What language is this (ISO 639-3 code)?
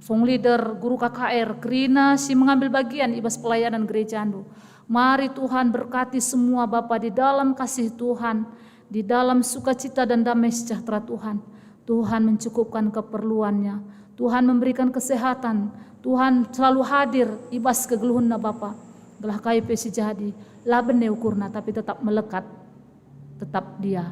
btx